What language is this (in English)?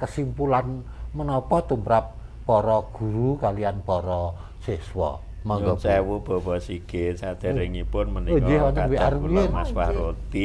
Javanese